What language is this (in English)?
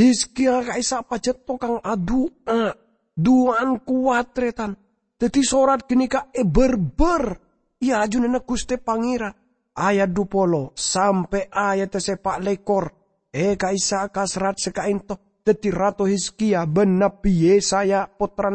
Madurese